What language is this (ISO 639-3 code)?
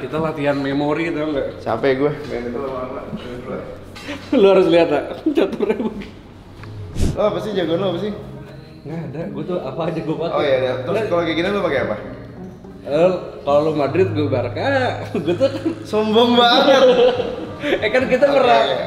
ind